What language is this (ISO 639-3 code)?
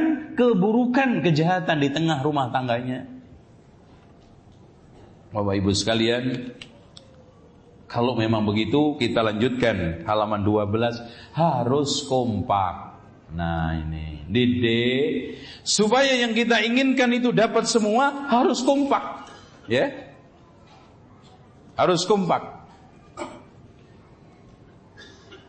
ind